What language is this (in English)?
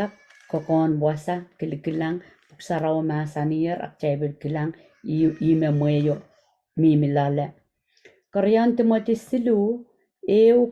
Pohnpeian